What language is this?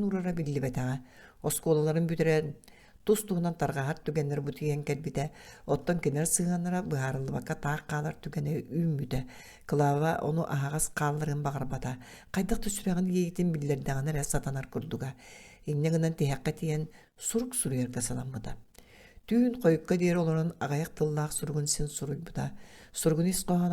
Yakut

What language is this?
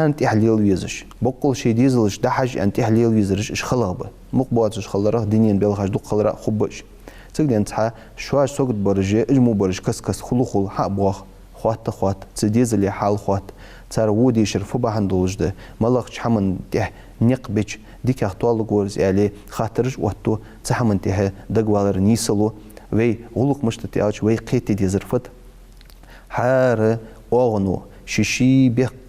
Ingush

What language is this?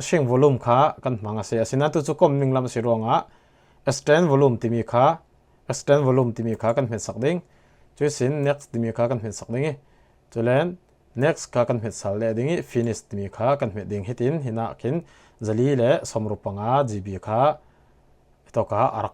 Falam Chin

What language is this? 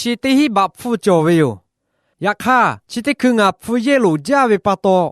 Lahu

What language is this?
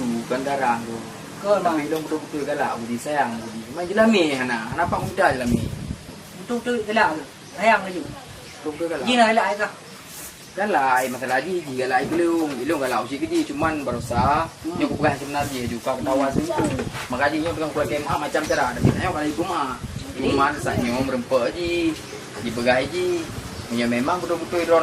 Achinese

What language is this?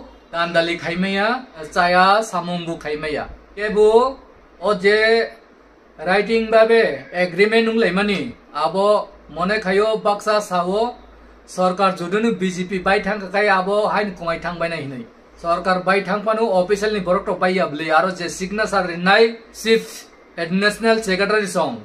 Kok Borok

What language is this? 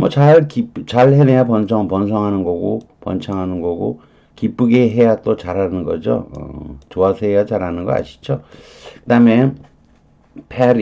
Korean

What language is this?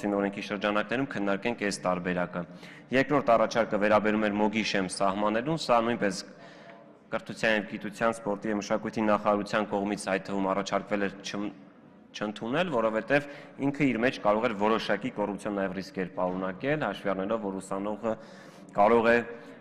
Armenian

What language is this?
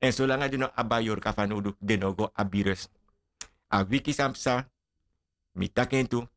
Sranan Tongo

